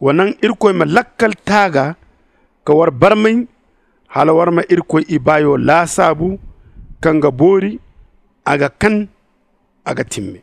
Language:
Zarma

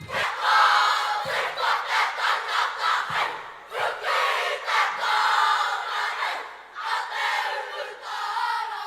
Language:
Māori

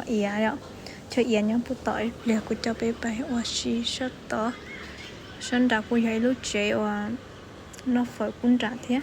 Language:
Hmong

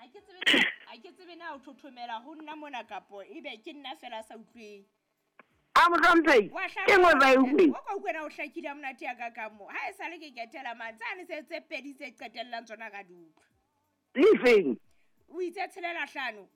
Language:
Southern Sotho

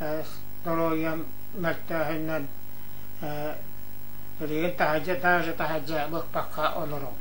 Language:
Yakut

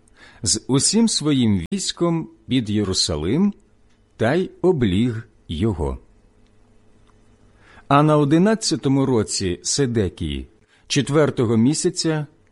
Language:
Ukrainian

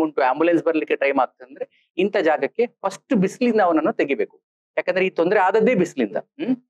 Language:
Kannada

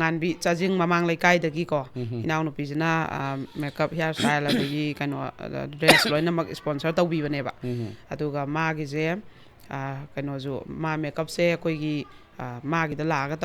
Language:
Manipuri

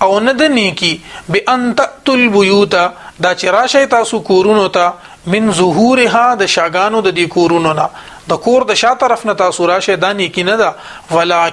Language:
Pashto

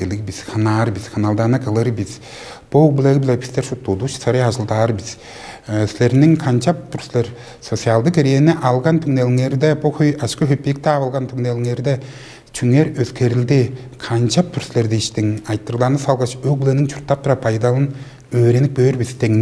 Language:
Tuvinian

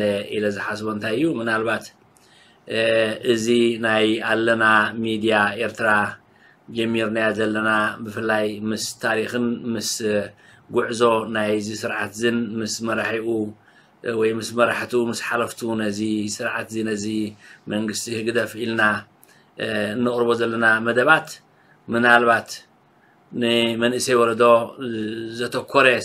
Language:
Tigrinya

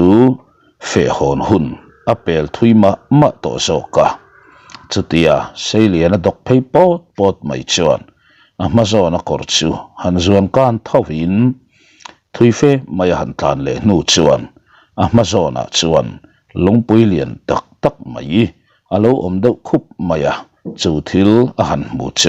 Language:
Mizo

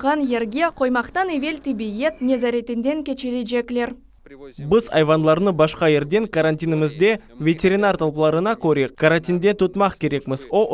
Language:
Crimean Tatar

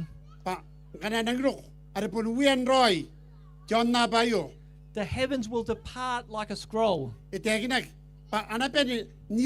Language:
Gilbertese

